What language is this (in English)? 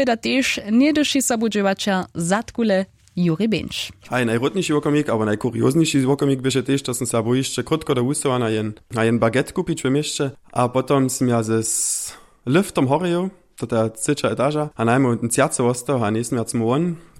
Upper Sorbian